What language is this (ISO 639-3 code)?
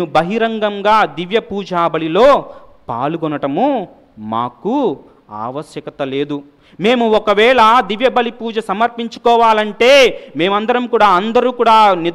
tel